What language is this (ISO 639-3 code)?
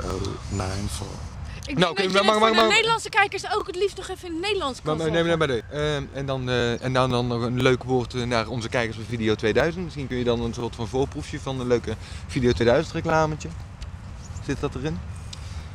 nld